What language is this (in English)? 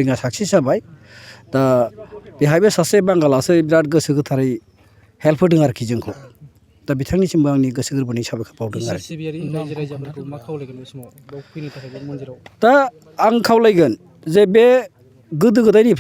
Bodo